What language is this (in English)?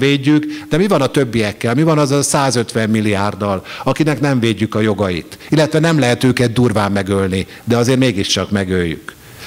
Hungarian